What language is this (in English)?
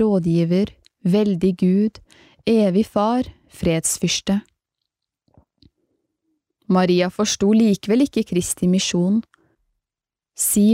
Norwegian